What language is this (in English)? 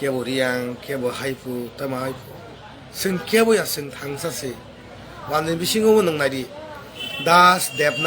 Kok Borok